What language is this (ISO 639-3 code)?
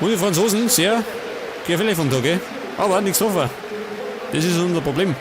bar